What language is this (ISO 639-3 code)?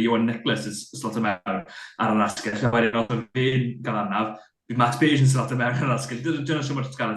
cym